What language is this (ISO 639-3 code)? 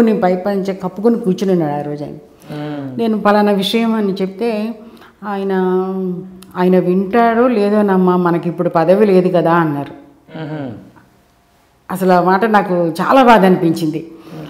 tel